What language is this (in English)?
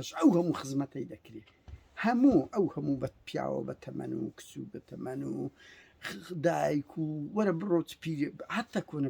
Central Kurdish